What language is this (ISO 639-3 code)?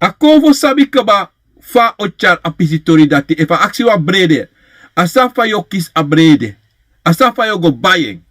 srn